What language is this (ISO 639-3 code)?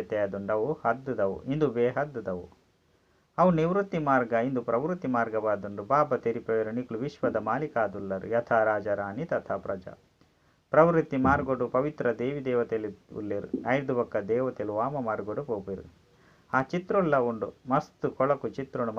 tcy